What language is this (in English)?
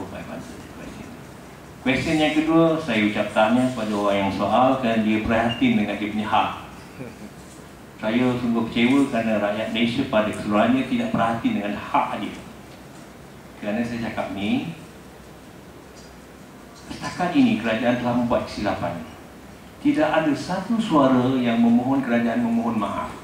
Malay